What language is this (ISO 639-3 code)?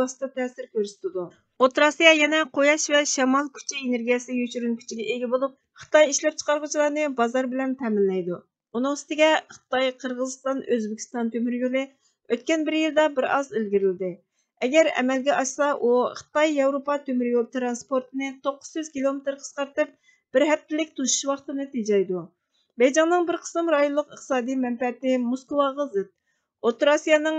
uig